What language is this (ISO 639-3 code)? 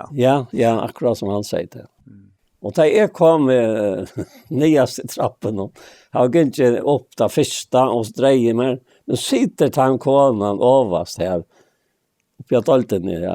fao